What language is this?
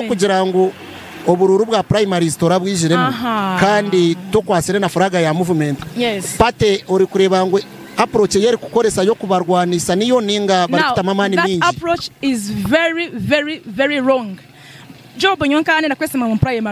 Nyankole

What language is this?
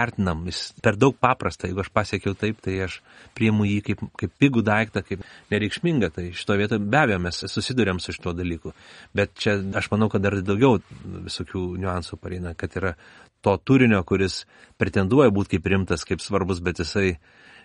Lithuanian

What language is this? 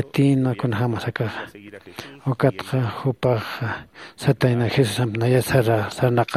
Aymara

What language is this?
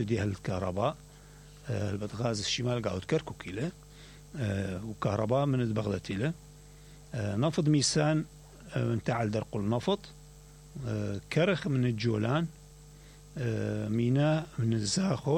Mesopotamian Arabic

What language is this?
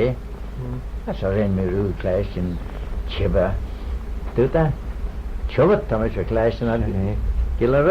Manx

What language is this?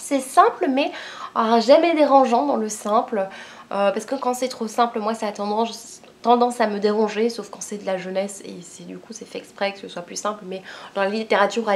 French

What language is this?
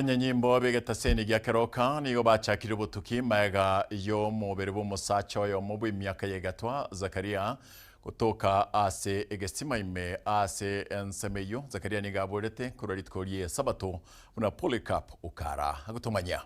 Gusii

